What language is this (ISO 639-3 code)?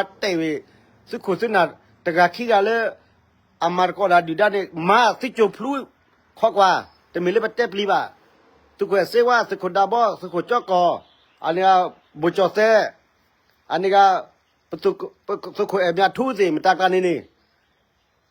ksw